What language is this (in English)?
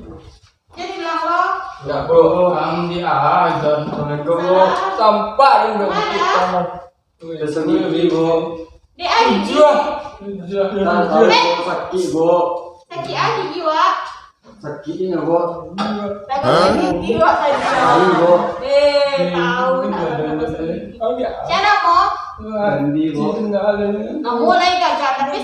Minangkabau